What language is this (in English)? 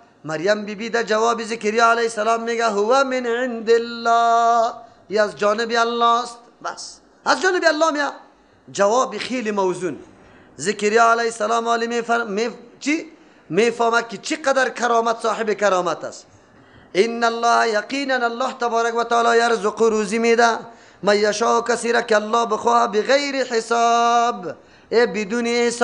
Persian